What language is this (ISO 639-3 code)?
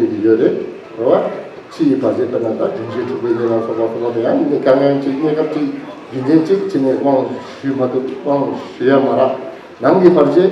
bod